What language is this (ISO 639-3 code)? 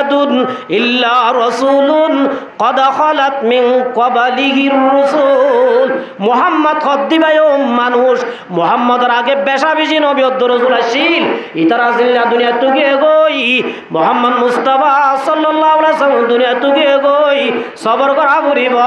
rhg